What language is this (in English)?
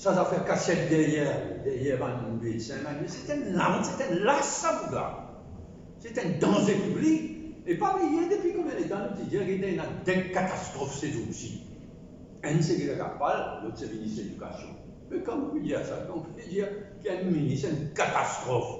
Morisyen